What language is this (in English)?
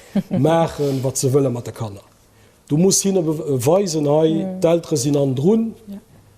Luxembourgish